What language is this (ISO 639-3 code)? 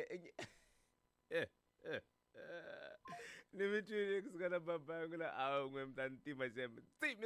tso